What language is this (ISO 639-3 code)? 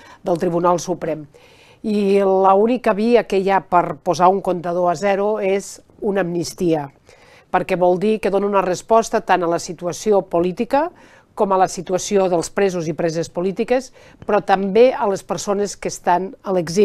cat